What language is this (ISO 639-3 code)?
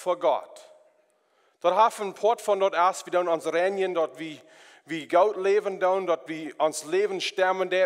pdt